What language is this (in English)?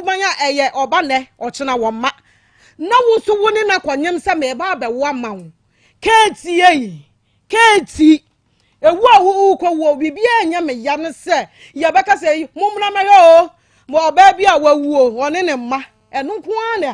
Akan